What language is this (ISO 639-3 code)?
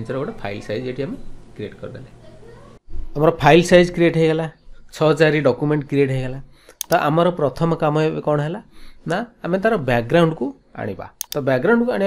ori